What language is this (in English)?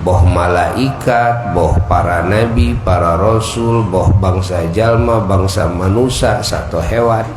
Sundanese